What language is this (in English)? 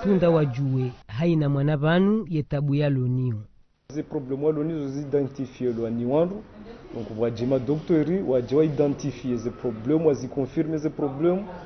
Ngazidja Comorian